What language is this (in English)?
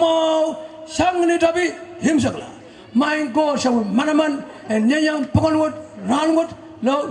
Pohnpeian